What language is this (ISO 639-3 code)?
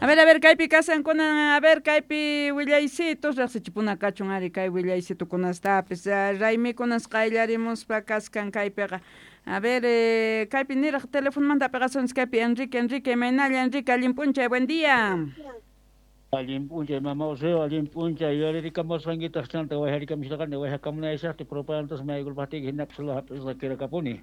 quh